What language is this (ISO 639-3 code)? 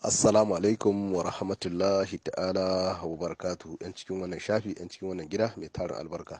hau